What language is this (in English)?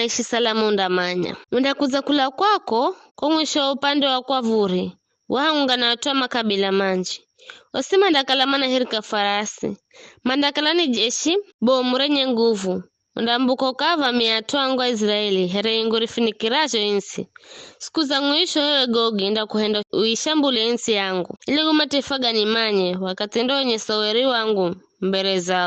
Giryama